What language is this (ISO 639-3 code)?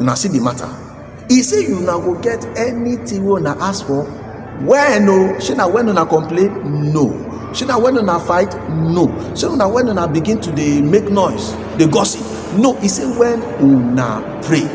pcm